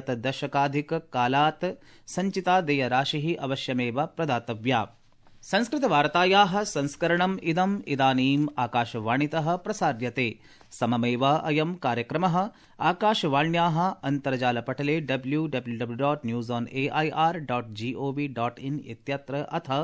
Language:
Sanskrit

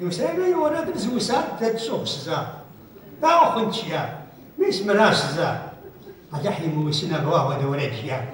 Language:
Kabardian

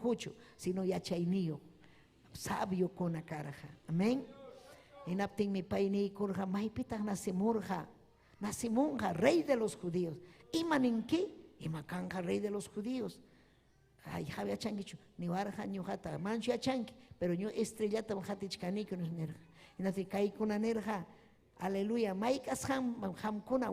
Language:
Ayacucho Quechua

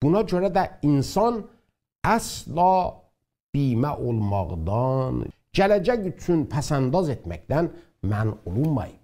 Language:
South Azerbaijani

